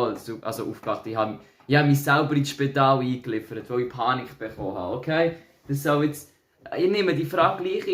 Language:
Swiss German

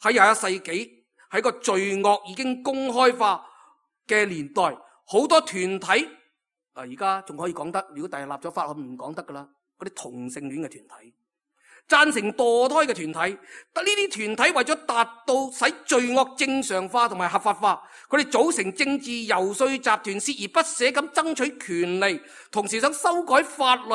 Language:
Cantonese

